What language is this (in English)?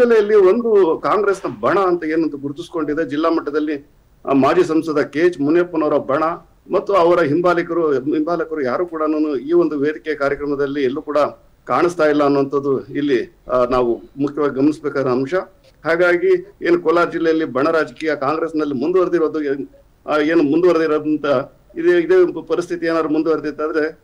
Kannada